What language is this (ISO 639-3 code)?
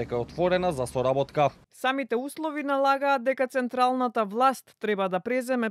mkd